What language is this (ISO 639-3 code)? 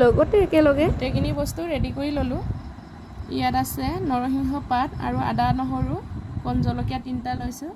asm